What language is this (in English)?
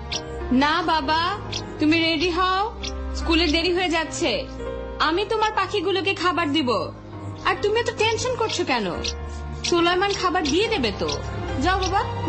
Bangla